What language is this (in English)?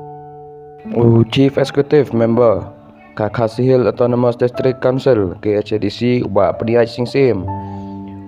Khasi